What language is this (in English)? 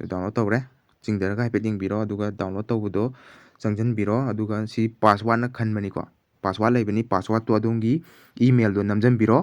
Manipuri